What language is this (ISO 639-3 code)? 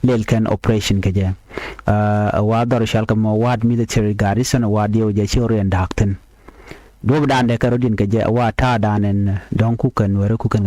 nus